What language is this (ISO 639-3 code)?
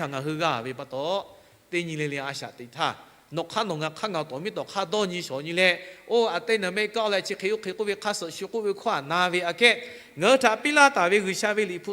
lhu